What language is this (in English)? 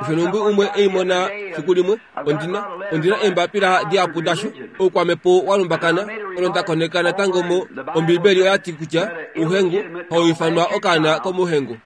Kuanyama